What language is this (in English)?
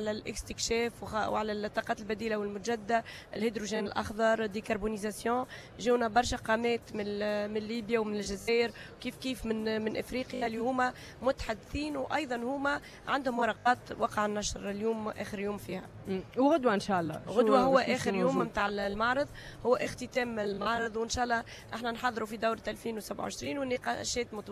Tunisian Arabic